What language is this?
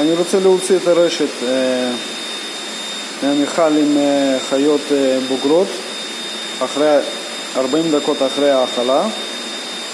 Hebrew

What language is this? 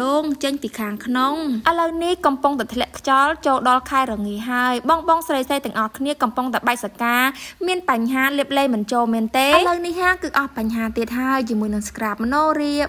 Khmer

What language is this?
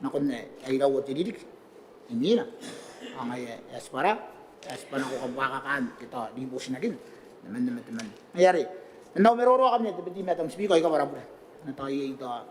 Gilbertese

